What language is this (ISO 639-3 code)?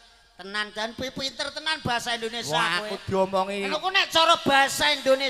jav